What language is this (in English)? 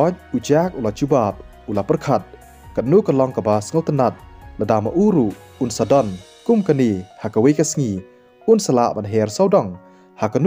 Khasi